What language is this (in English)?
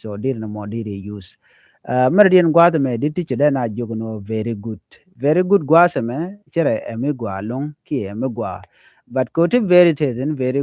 Nuer